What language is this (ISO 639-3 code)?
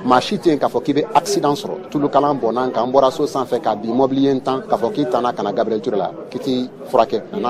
bam